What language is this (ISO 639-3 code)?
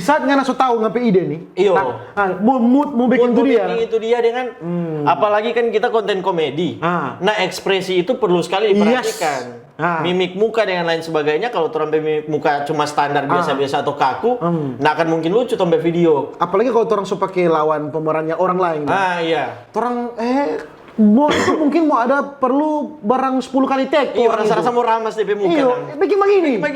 xmm